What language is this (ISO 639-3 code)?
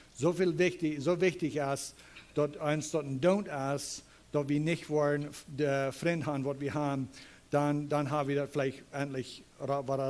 pdt